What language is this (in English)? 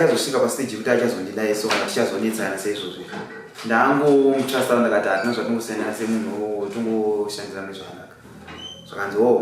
Shona